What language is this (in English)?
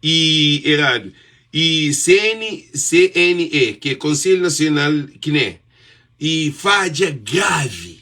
Kabuverdianu